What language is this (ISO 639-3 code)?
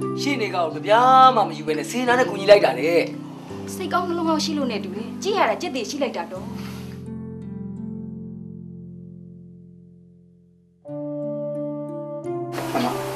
mya